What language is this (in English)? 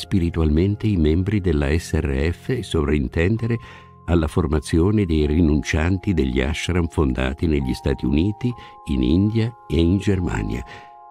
Italian